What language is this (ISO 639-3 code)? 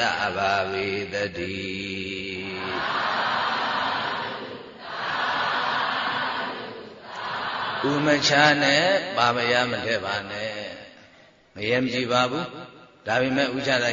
mya